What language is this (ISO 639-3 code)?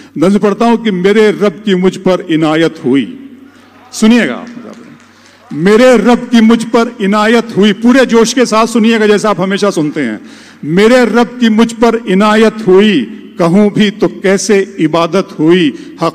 urd